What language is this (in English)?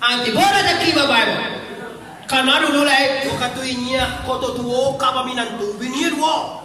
Minangkabau